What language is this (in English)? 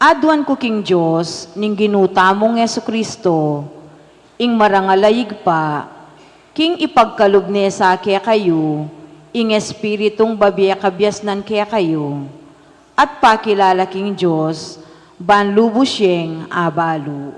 Pampanga